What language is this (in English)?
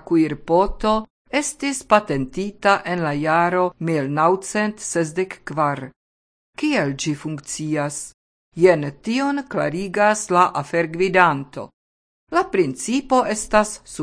Esperanto